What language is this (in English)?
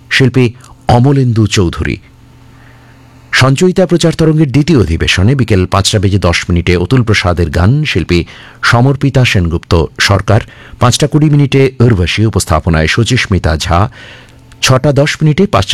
Bangla